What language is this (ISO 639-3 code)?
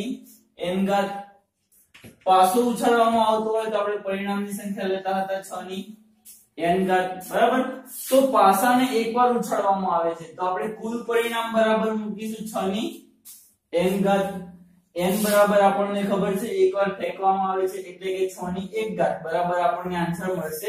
guj